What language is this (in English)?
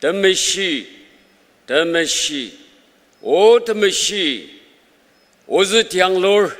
Ao Naga